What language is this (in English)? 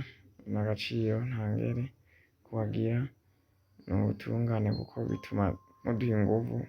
Rundi